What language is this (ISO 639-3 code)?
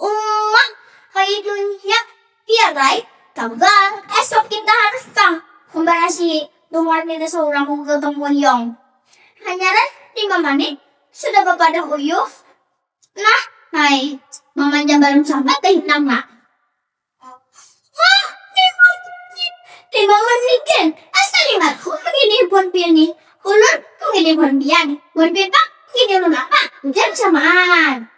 bjn